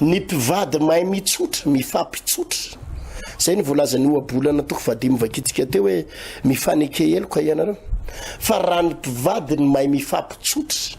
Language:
Malagasy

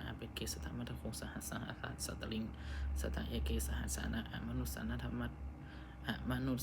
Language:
Pali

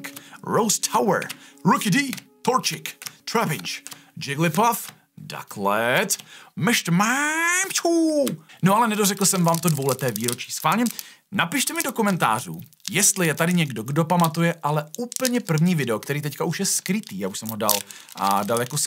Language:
Czech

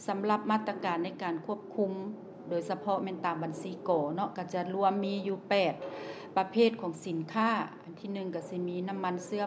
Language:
Lao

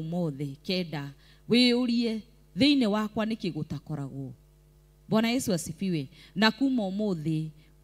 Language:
Kikuyu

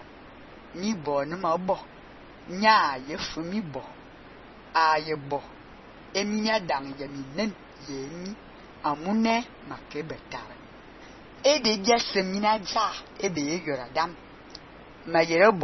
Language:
Fang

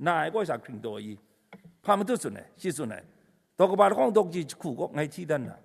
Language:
Kachin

